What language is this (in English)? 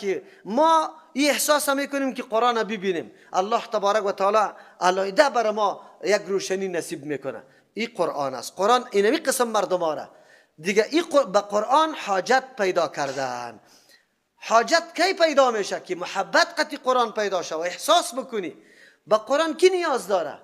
Persian